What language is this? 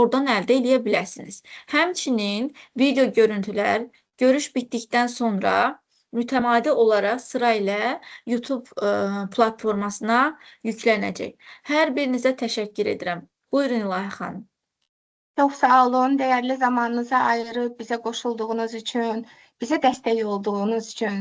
Azerbaijani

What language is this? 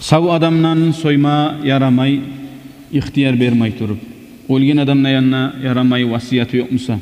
Kumyk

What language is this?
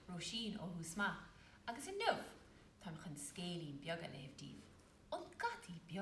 Irish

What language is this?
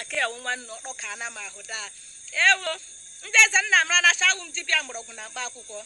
Igbo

